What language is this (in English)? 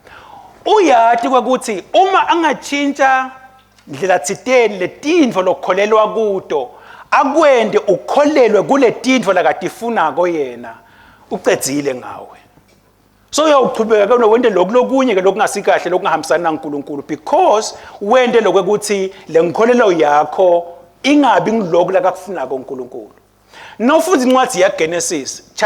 Swati